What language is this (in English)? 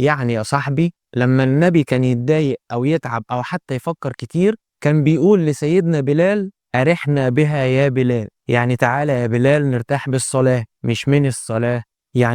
Egyptian Arabic